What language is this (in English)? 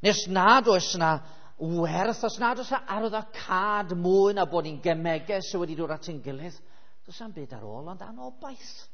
Welsh